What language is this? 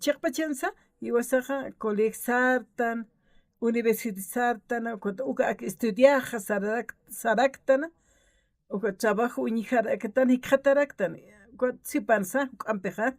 Aymara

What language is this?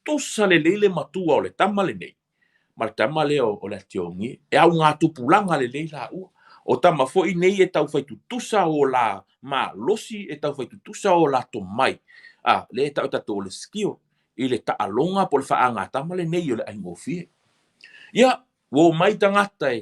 Samoan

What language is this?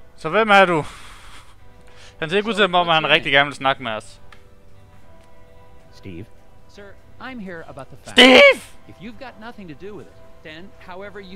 Danish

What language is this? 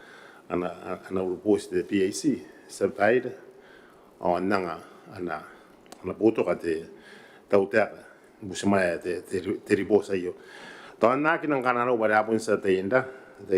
Gilbertese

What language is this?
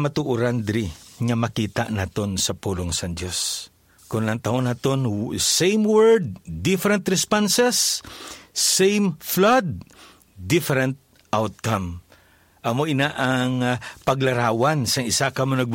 Hiligaynon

